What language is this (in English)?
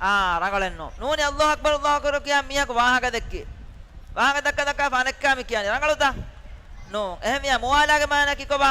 Divehi